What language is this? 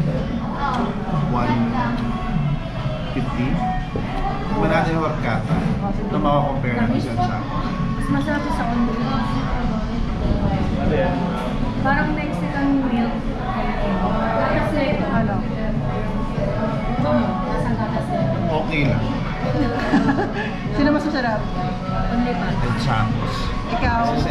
Filipino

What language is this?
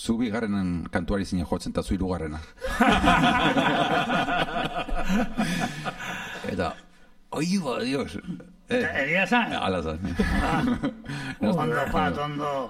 Basque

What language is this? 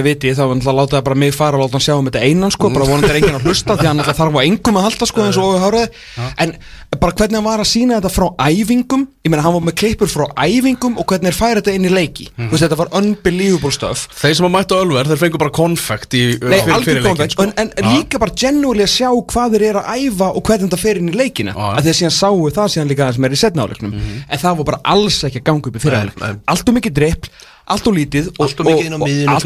Icelandic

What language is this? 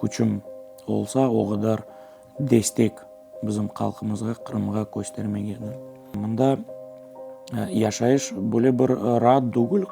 Crimean Tatar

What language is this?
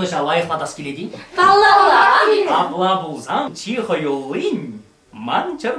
Chuvash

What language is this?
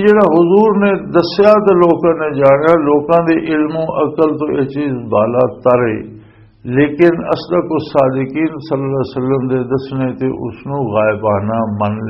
Western Panjabi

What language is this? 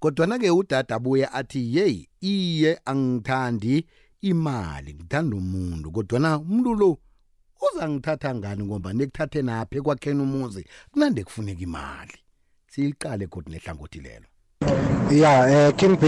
South Ndebele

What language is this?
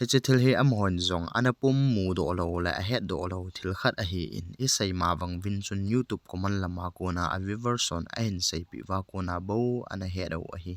Thado Chin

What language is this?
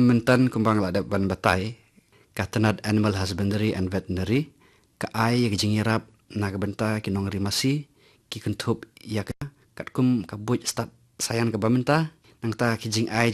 Khasi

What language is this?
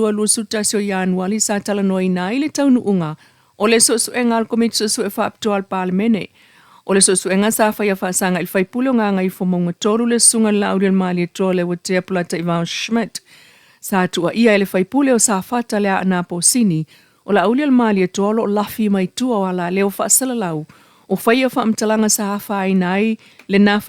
Samoan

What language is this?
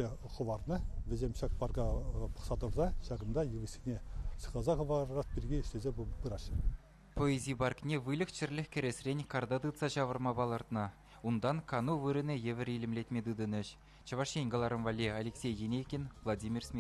Chuvash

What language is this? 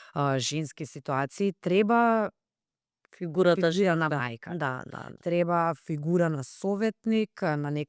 Macedonian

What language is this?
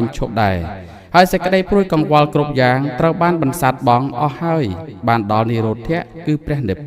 Khmer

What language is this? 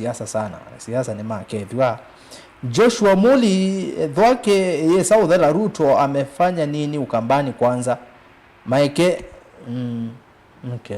Kamba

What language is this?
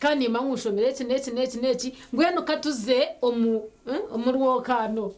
Nyankole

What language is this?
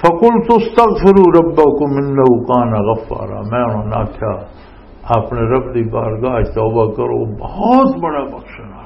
Western Panjabi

